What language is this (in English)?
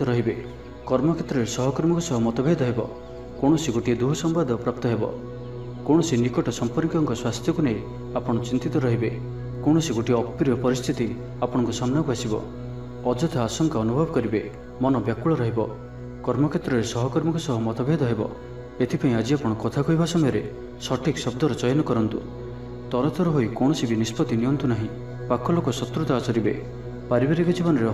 Odia